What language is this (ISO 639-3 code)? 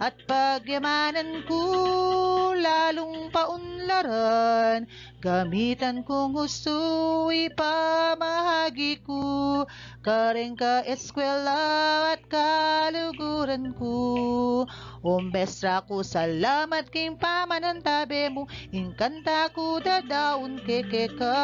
pam